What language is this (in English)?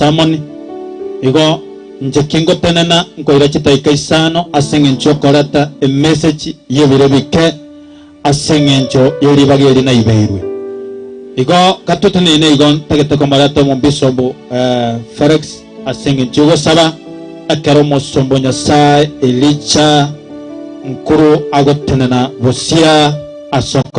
Gusii